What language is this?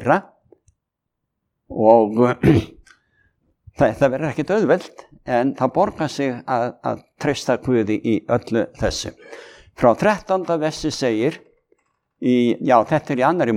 Icelandic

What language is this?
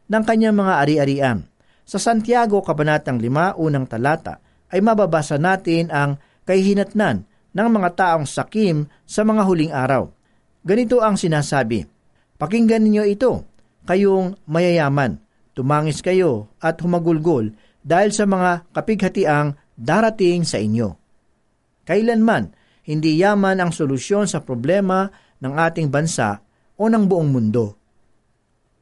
Filipino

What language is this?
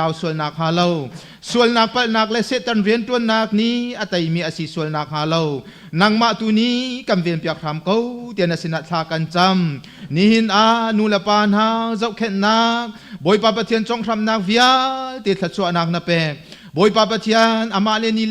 Hakha Chin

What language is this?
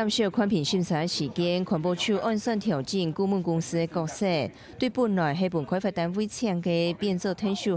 Hakka Chinese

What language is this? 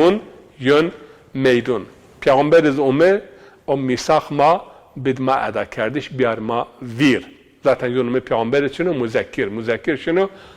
Zaza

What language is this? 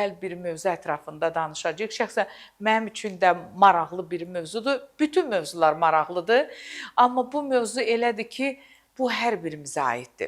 Azerbaijani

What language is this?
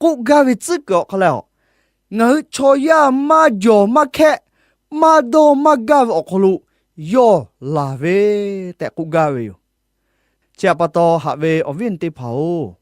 Lahu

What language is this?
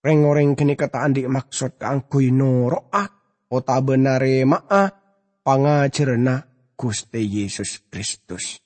Madurese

